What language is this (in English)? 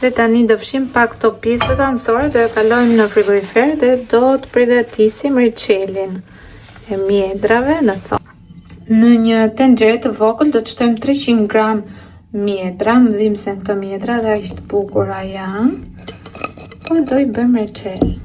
Albanian